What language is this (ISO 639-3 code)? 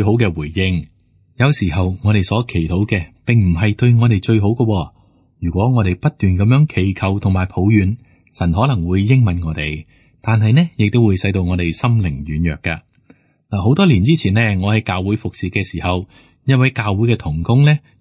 yue